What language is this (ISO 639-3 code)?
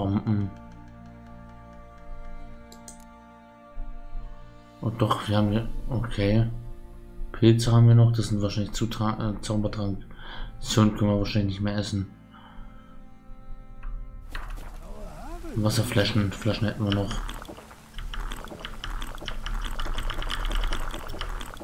deu